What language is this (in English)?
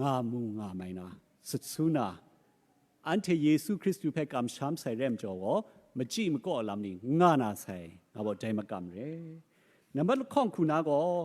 Kachin